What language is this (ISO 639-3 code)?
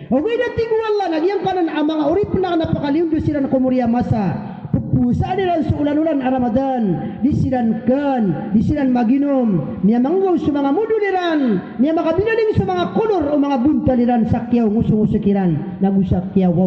mrw